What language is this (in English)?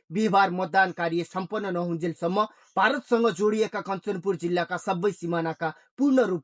Nepali